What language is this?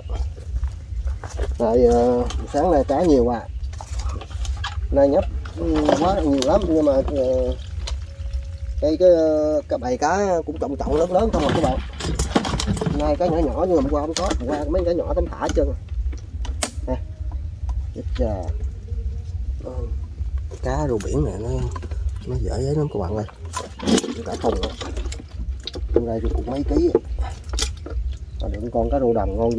Vietnamese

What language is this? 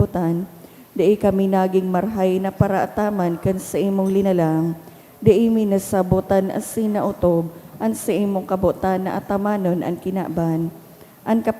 Bikol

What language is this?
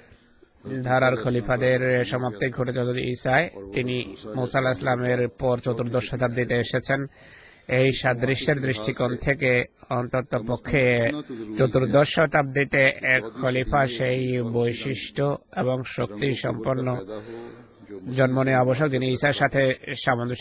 Bangla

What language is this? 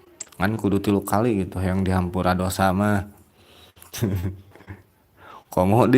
Sundanese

